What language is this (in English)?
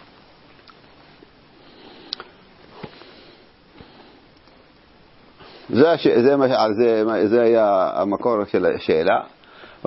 Hebrew